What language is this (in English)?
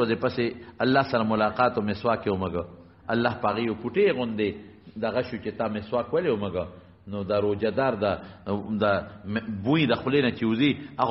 Pashto